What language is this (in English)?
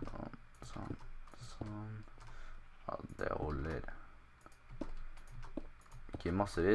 Norwegian